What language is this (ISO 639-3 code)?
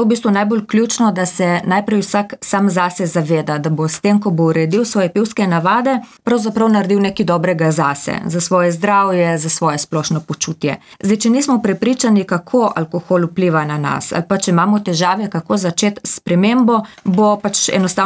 slv